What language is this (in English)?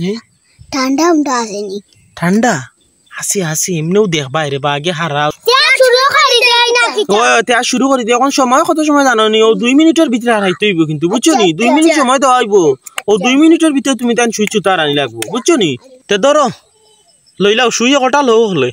Sylheti